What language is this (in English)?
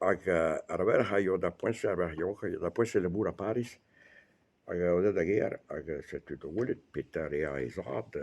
Breton